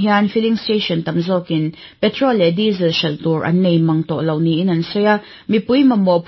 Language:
Mizo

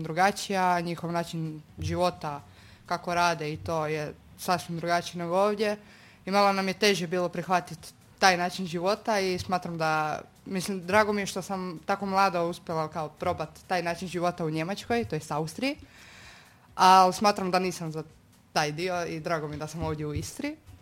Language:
Croatian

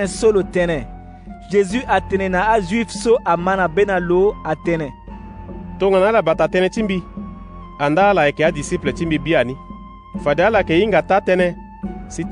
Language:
Sango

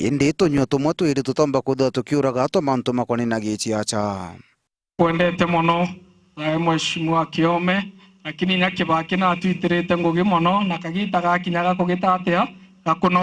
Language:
Meru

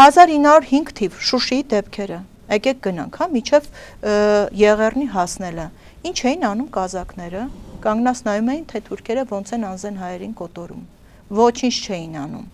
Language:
Armenian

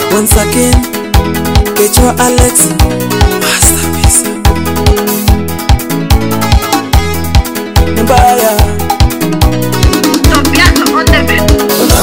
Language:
Swahili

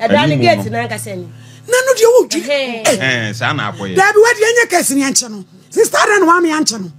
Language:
Akan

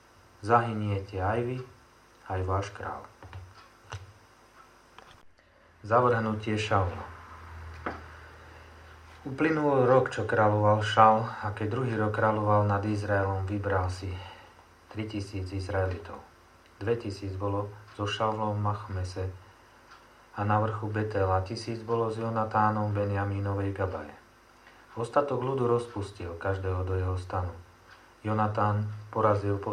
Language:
Slovak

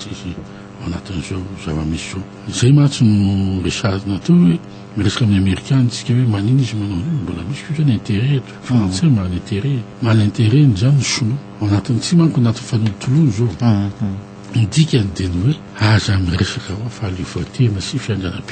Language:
Malagasy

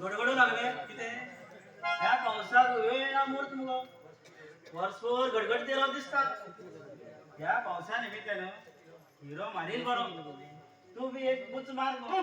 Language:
Konkani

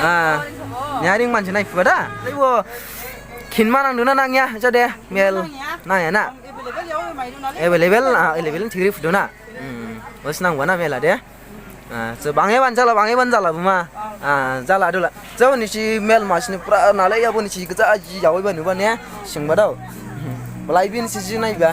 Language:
Dimasa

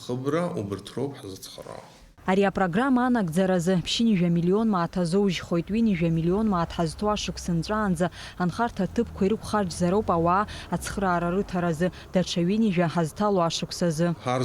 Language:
Abkhazian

